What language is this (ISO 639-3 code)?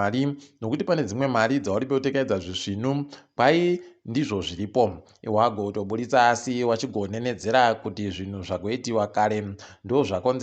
ndc